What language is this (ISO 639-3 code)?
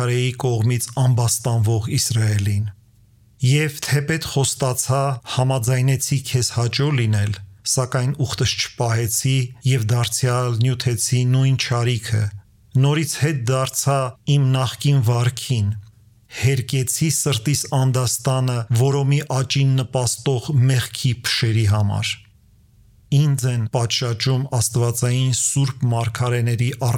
hye